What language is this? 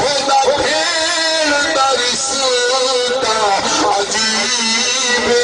Saraiki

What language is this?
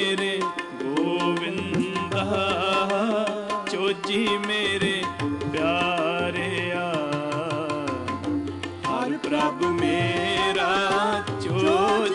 Punjabi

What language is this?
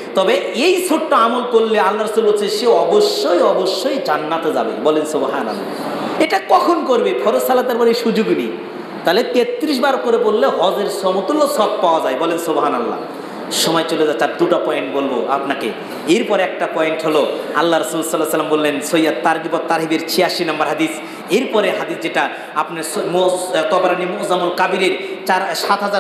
Bangla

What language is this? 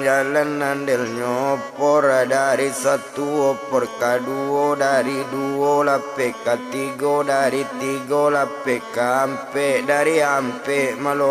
Minangkabau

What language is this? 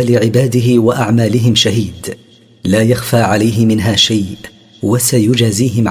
Arabic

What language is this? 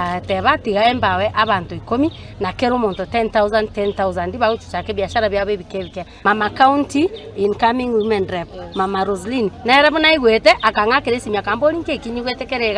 Gusii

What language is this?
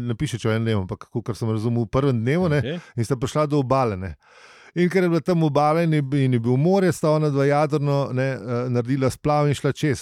Slovenian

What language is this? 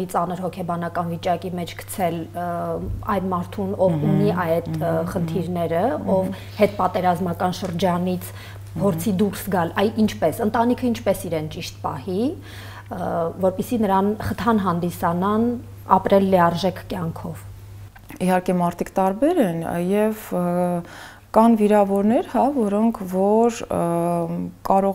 Armenian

